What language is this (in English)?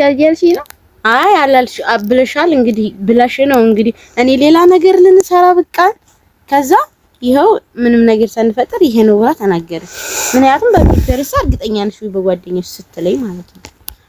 Amharic